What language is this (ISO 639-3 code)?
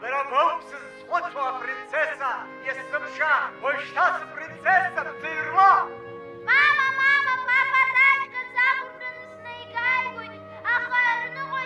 abk